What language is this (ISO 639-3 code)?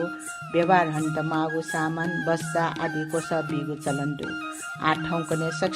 new